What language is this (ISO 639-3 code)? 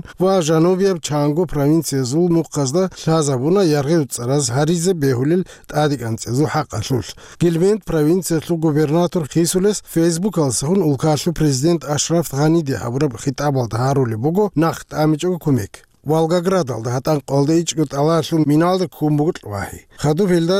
ava